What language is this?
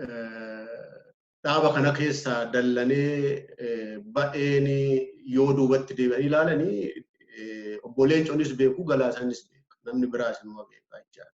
Oromo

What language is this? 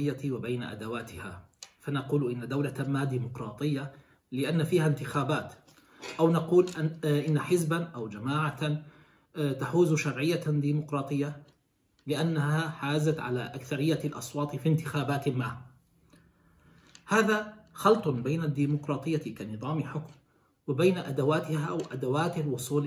Arabic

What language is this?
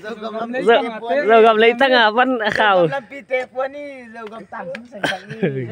Paite Chin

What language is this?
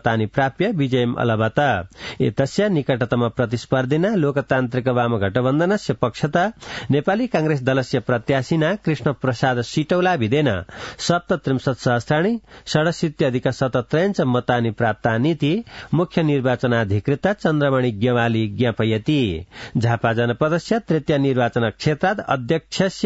Sanskrit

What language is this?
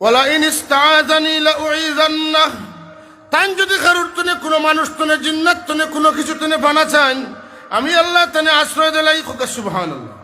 Sylheti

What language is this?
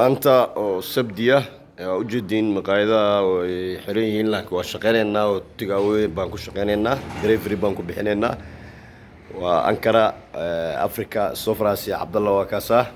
Somali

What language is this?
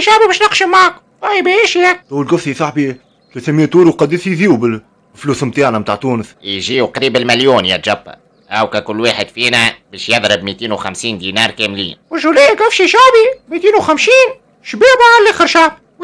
Tunisian Arabic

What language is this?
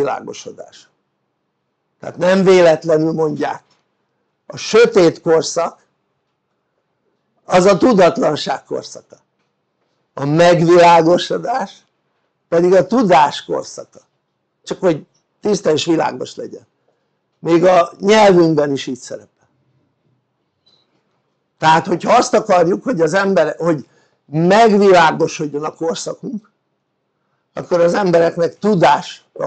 Hungarian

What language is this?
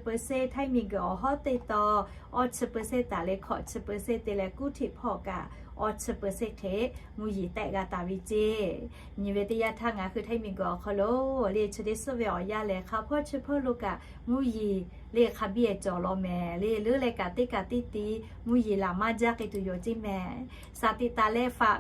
Lahu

